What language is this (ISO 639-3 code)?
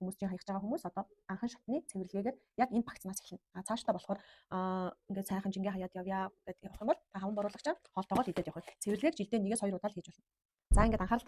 mon